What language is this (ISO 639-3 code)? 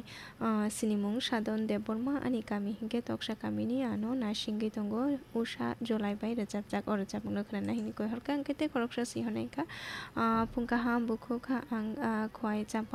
trp